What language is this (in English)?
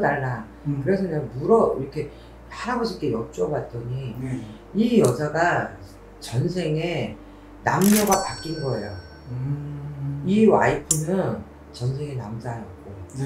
Korean